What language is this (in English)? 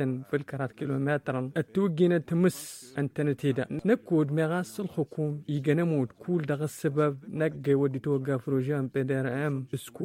Tamasheq